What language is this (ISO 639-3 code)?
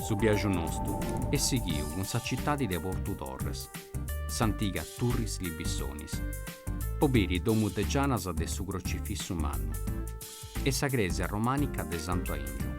srd